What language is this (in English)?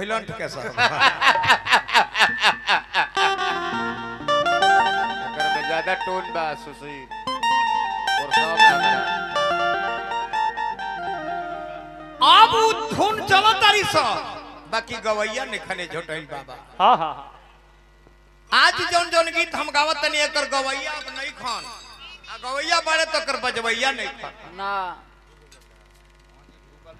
Bhojpuri